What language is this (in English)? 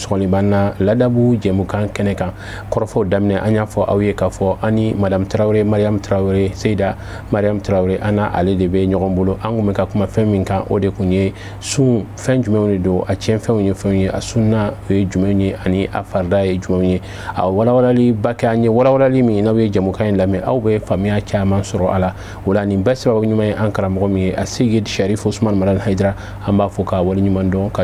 Bambara